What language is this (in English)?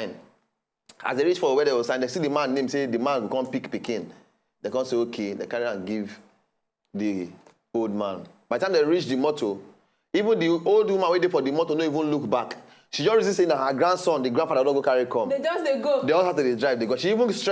Nigerian Pidgin